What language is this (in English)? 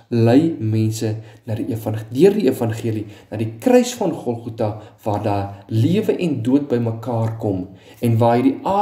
Afrikaans